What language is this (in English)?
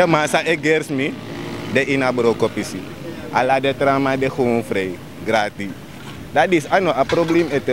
Sranan Tongo